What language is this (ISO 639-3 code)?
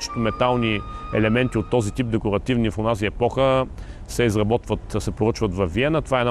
bul